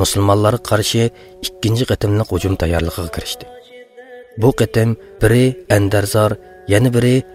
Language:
Uyghur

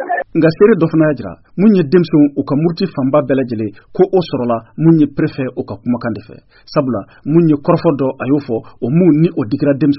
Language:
Bambara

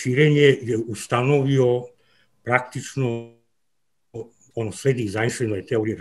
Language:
Serbian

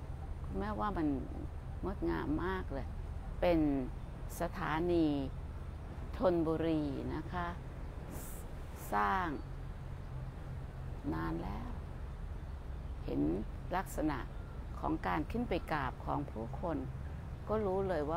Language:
Thai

